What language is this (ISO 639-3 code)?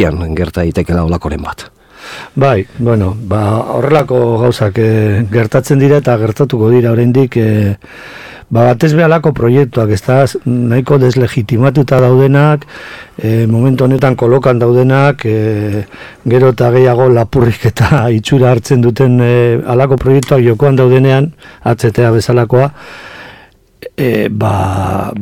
eus